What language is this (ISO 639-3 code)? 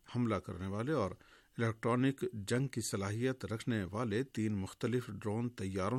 urd